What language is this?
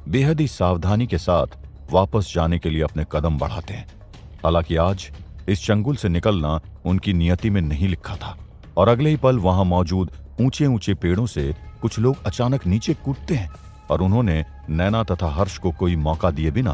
Hindi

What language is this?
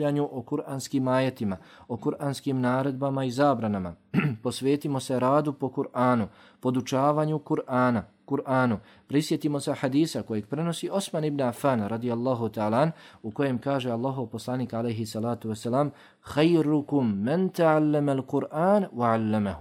Bosnian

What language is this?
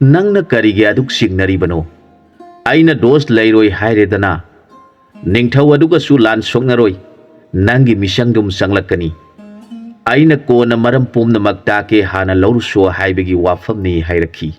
Manipuri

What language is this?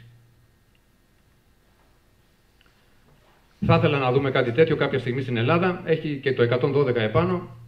Greek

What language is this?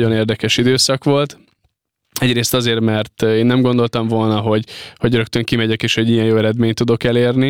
Hungarian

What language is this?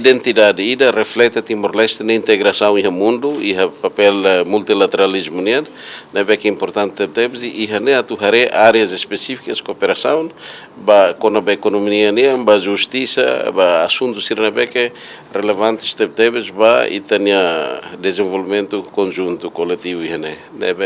Tetum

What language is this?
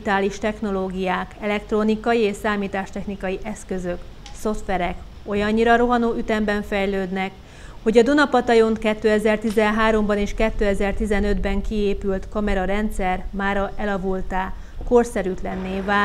Hungarian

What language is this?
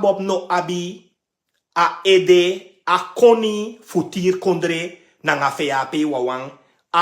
Sranan Tongo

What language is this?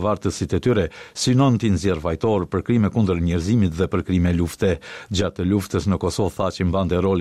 Albanian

